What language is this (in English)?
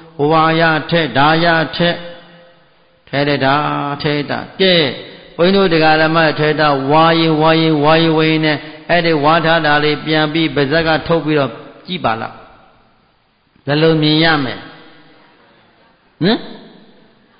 Burmese